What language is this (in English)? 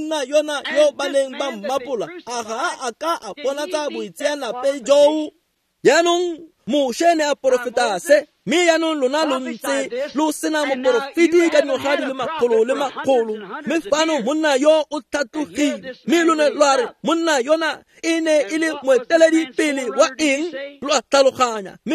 Tswana